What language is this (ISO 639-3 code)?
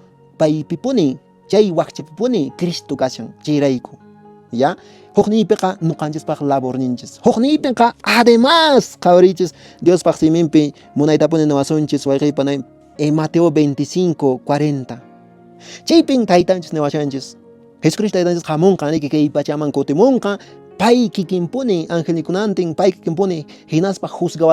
que